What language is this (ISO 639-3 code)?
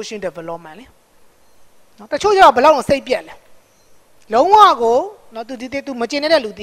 mya